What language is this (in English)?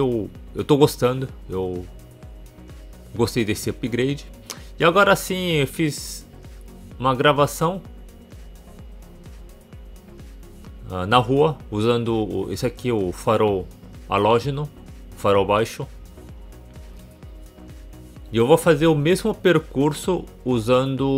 Portuguese